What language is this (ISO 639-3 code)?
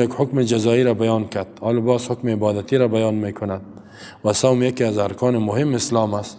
fas